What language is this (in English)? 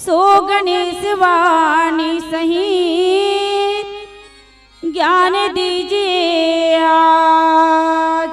Chhattisgarhi